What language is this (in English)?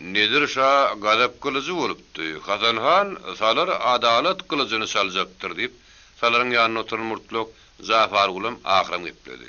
Turkmen